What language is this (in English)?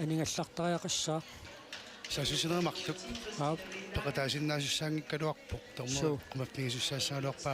Kalaallisut